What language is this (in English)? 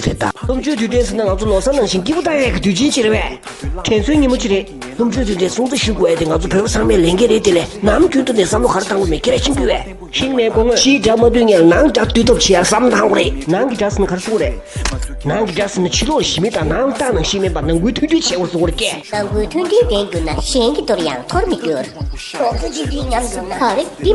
Tibetan